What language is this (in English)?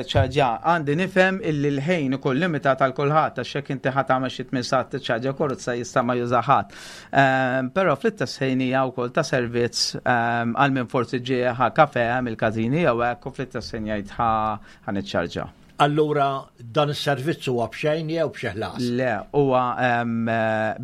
Maltese